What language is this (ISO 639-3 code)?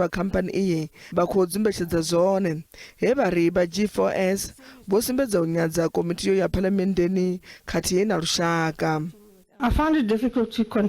ven